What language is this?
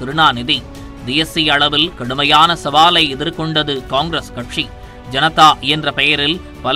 Tamil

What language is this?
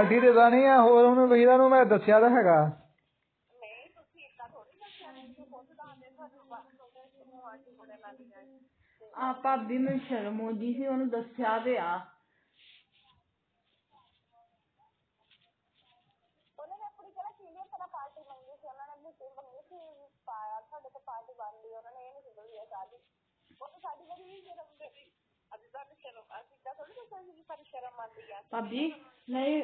Punjabi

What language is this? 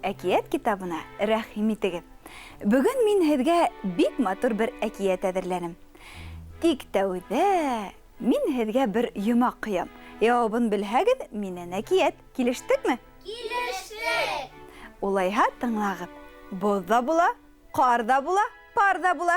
Bashkir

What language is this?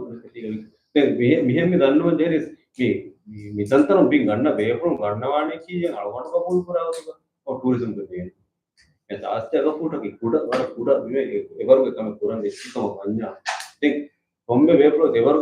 Divehi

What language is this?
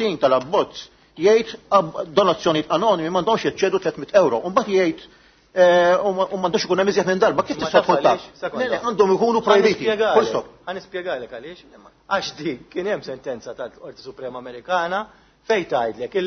Maltese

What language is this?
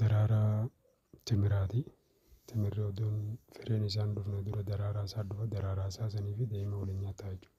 Oromo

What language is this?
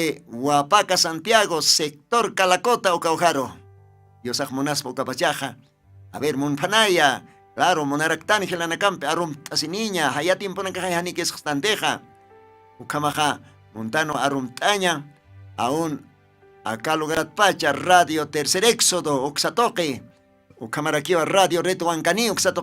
Aymara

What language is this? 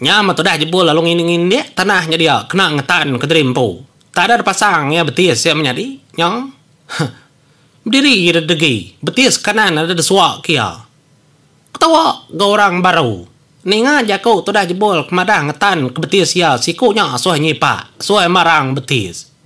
Iban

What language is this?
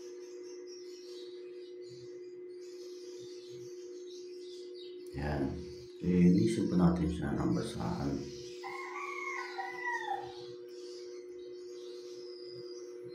Filipino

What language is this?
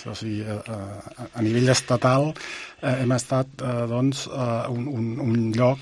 Catalan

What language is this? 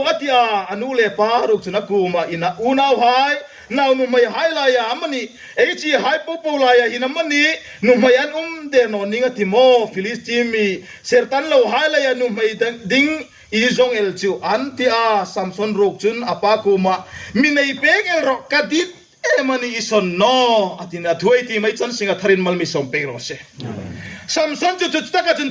Hmar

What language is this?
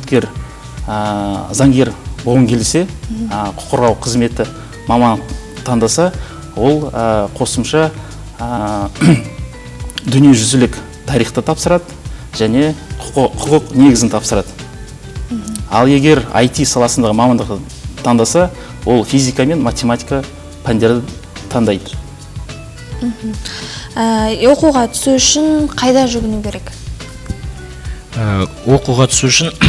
Kazakh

